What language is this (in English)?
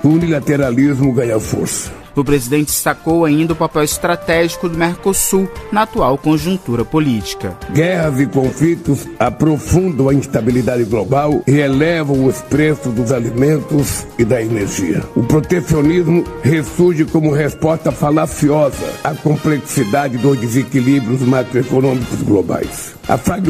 Portuguese